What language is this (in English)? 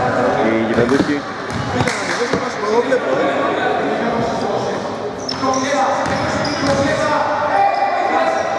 Greek